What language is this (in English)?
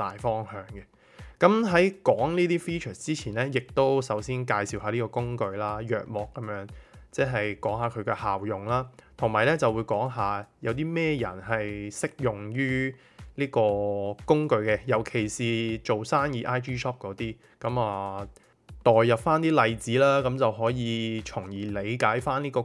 Cantonese